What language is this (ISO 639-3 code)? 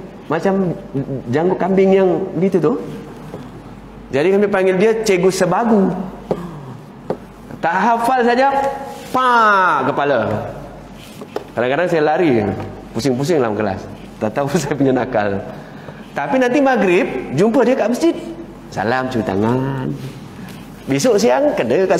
msa